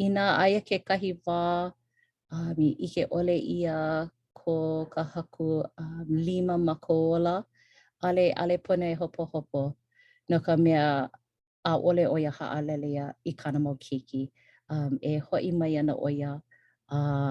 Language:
Hawaiian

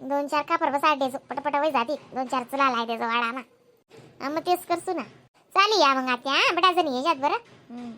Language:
Khandesi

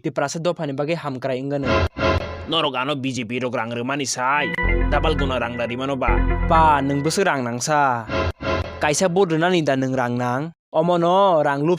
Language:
Kok Borok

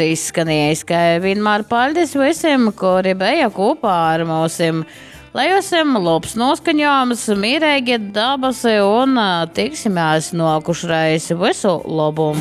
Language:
Latgalian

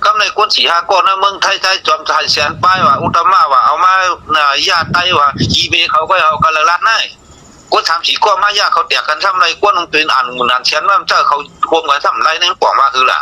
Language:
Shan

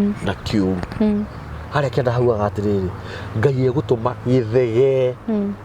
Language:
Kikuyu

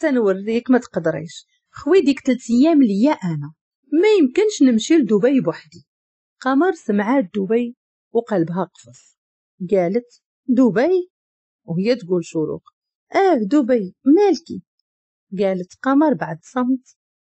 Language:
Moroccan Arabic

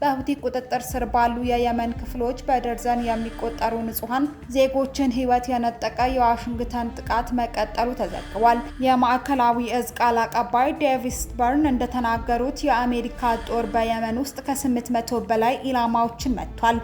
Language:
Amharic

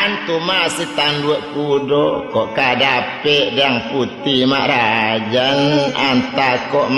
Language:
Minangkabau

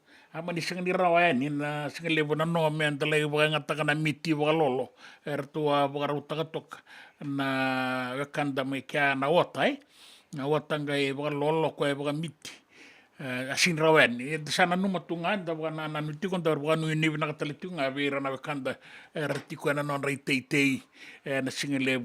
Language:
Fijian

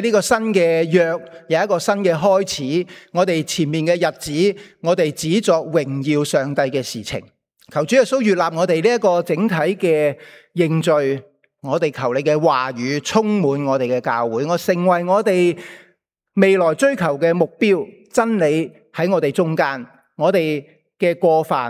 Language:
Cantonese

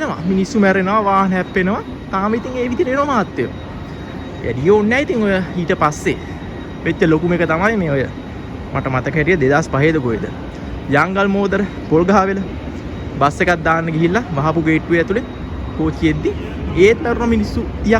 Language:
Sinhala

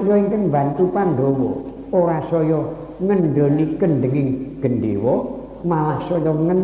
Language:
Javanese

